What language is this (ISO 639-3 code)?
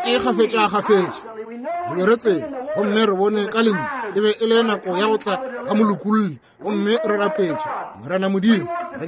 nso